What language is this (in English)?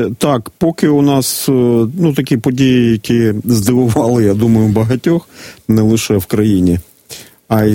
Ukrainian